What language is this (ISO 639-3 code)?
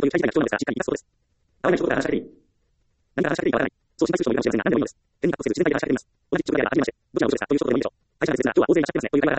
jpn